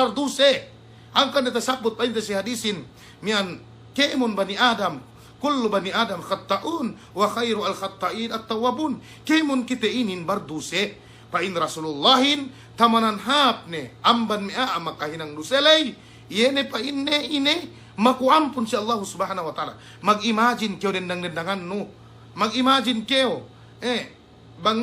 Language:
Yakan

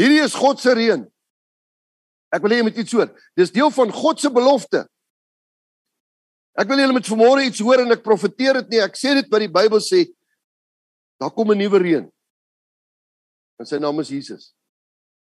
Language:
Afrikaans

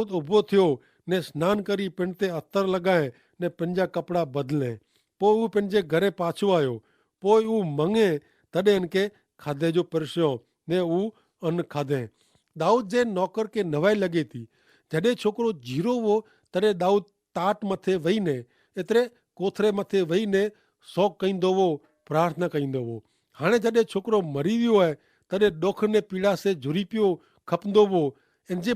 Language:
Kachhi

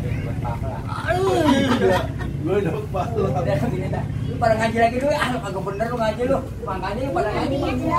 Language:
Betawi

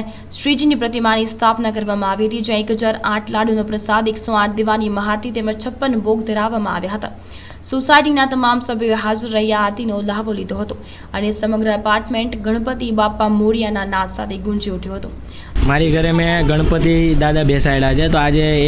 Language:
Gujarati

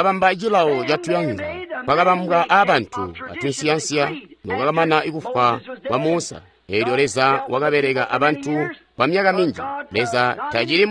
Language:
Tonga (Zambia)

